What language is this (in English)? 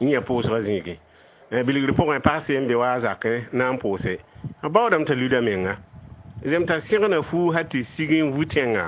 Mossi